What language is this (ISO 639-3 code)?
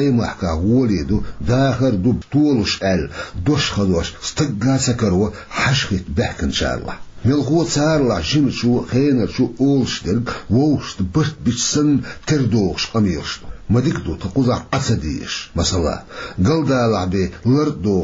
che